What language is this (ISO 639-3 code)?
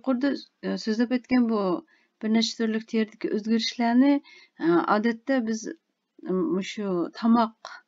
uig